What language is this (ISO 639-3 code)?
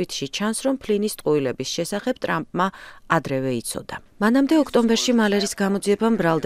kat